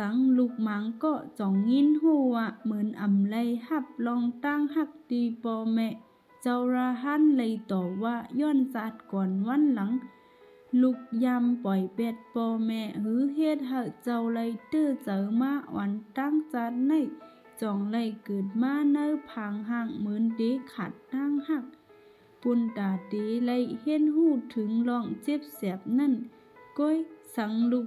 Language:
Shan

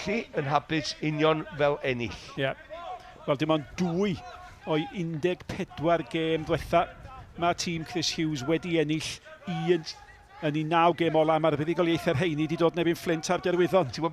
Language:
Welsh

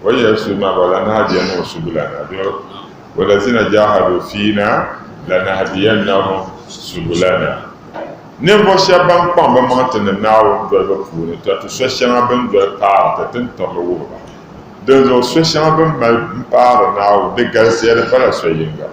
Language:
Dagbani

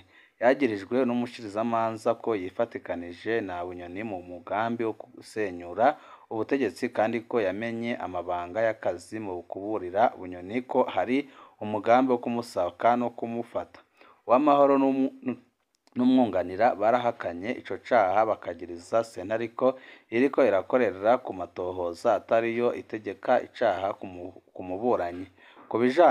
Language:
Rundi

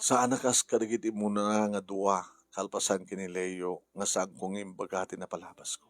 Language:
Iloko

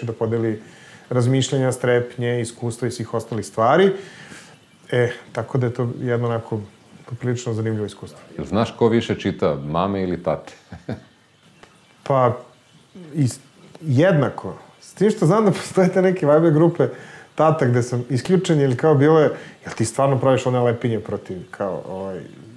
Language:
Serbian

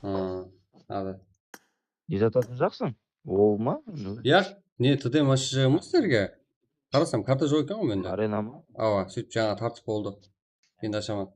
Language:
Kara-Kalpak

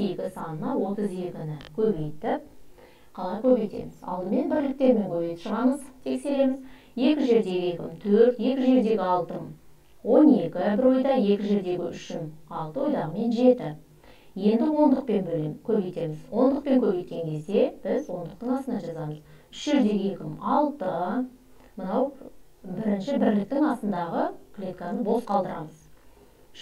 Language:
Kazakh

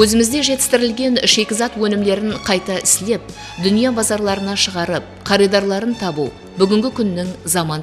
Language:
Kara-Kalpak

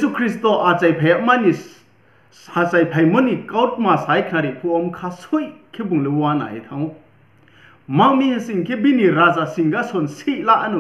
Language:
Riang (India)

